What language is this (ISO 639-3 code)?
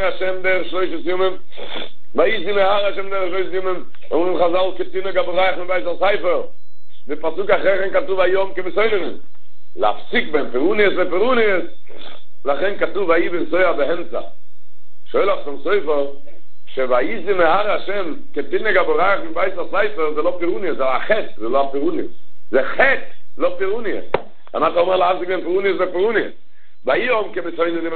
heb